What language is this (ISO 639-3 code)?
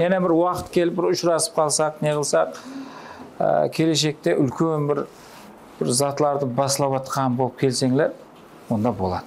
kaa